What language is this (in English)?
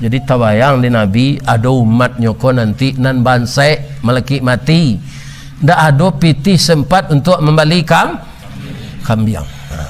Minangkabau